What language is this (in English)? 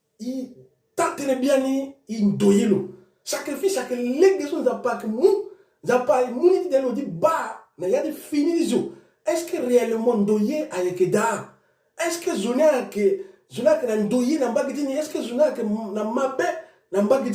Sango